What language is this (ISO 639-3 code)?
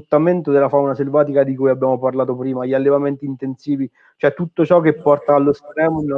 ita